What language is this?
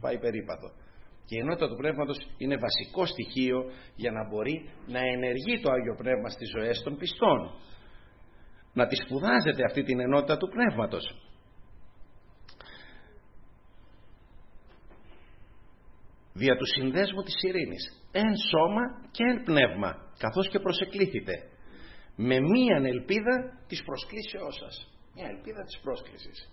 Greek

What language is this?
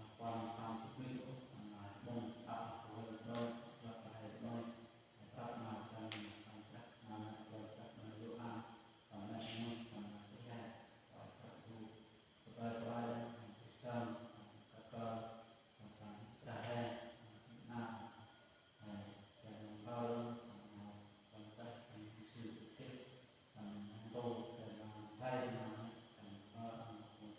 Central Mnong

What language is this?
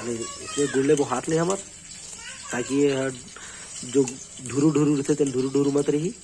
Chhattisgarhi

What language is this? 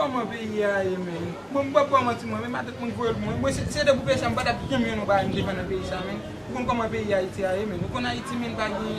Haitian Creole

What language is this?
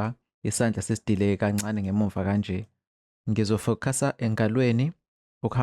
Zulu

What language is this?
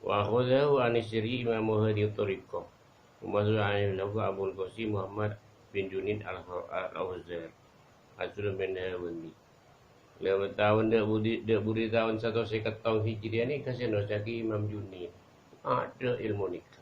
Madurese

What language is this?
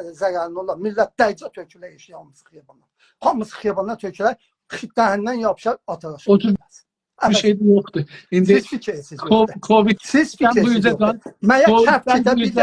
South Azerbaijani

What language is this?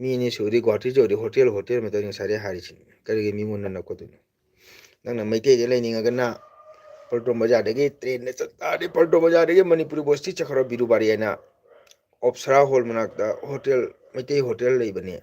Manipuri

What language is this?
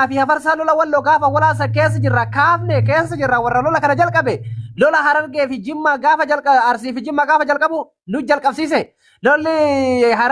Oromo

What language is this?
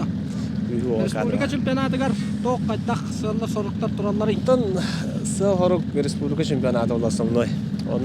Yakut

